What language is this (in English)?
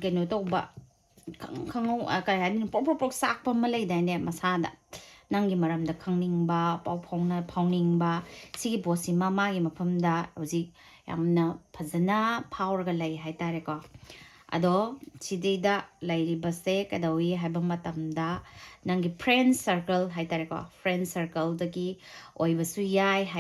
Manipuri